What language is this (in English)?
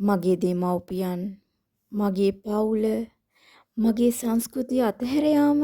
Sinhala